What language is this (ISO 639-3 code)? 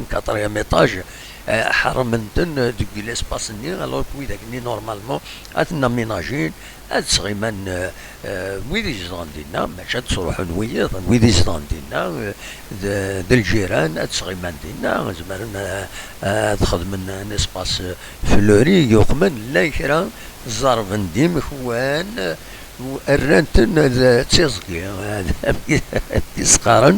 kab